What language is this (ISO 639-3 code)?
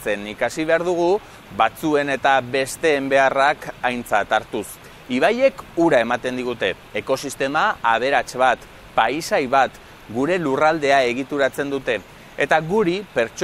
eus